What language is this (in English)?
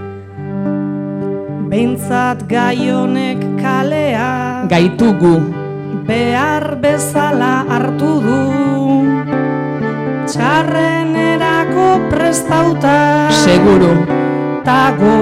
Basque